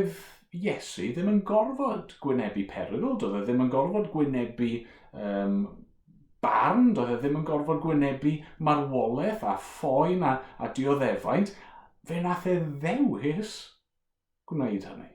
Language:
Welsh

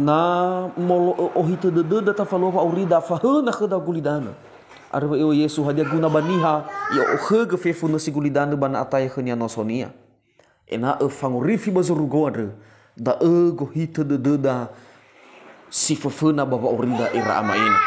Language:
Nias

